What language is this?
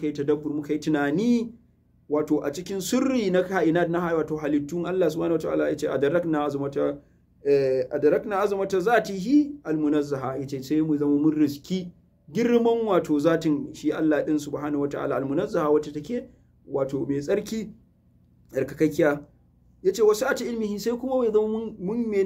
Hausa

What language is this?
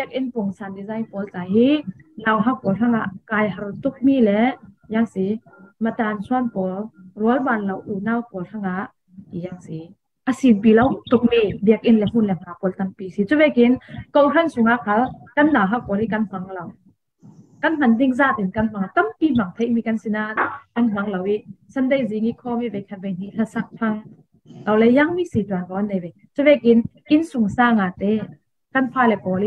Falam Chin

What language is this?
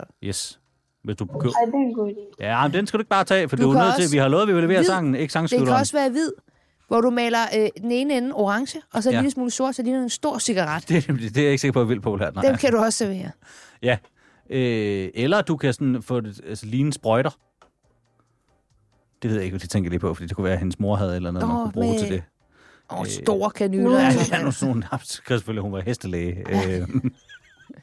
Danish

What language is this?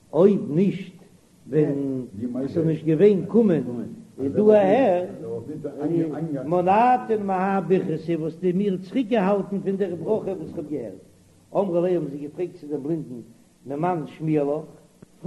Yiddish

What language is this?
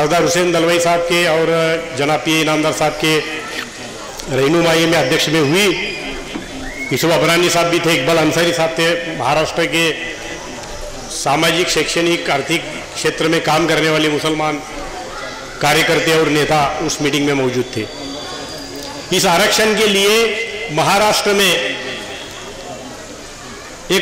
Hindi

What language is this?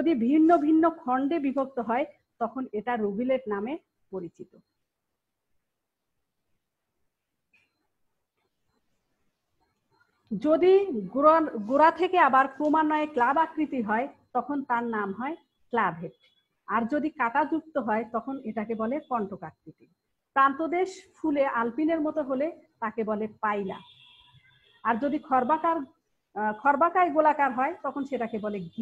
Bangla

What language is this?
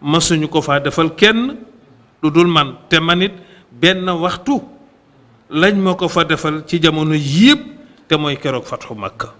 Wolof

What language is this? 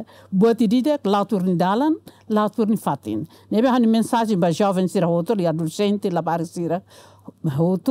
Tetum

